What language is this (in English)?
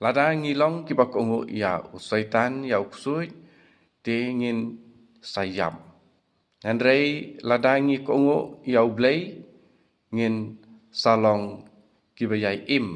Khasi